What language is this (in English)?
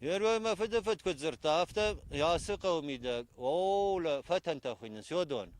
Ossetic